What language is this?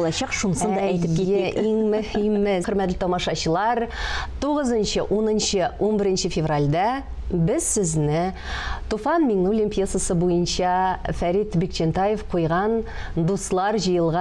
Tatar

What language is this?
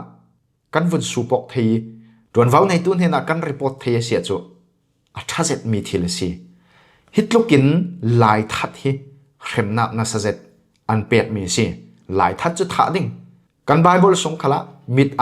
Falam Chin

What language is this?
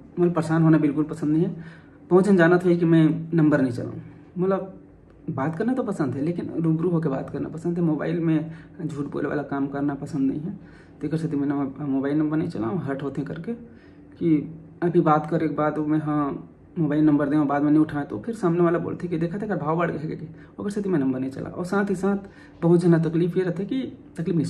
Chhattisgarhi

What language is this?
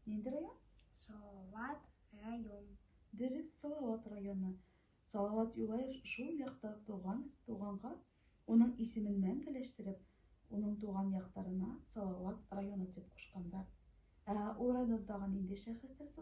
Bashkir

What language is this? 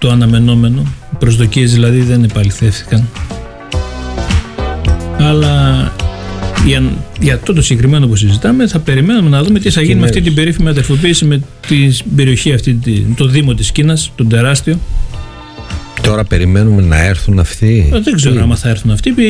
Greek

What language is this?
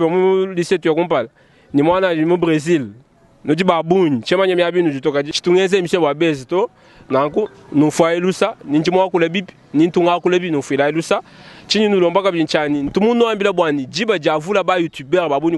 Luba-Lulua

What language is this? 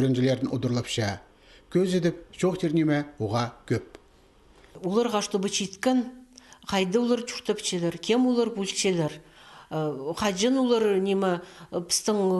Khakas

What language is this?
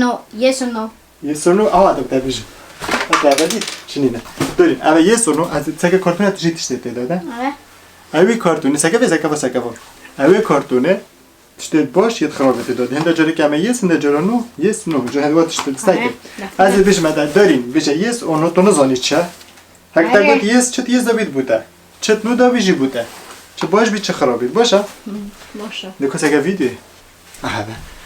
Kurdish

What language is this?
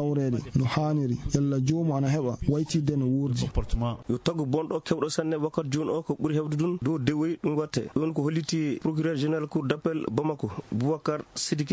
Maasina Fulfulde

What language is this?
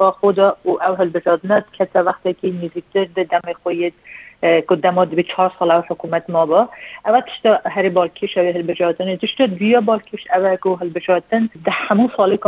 Kurdish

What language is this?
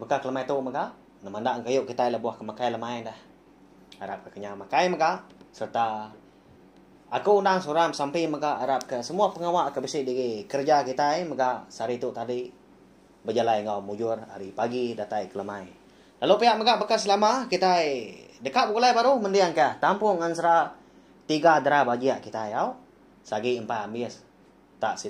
Iban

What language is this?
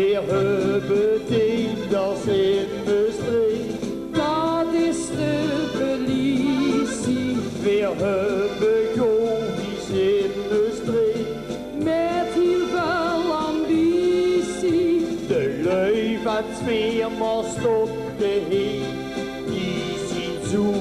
Limburgish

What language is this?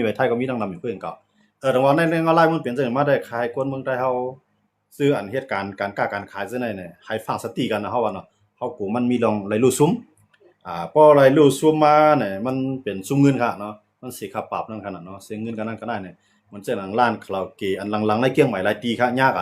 Shan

